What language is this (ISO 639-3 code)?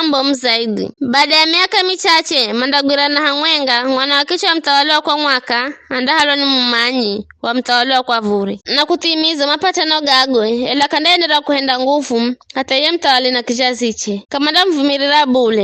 nyf